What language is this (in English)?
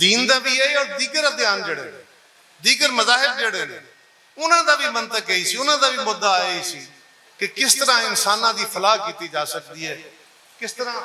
Western Panjabi